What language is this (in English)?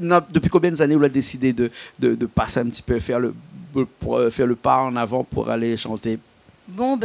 Réunion Creole French